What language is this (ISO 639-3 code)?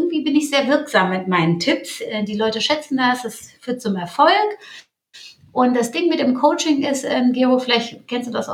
deu